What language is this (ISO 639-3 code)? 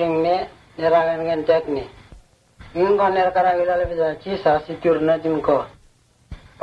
msn